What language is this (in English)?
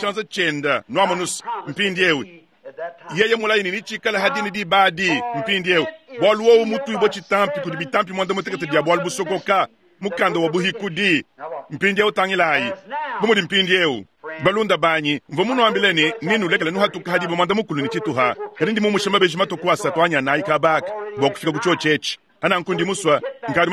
Luba-Lulua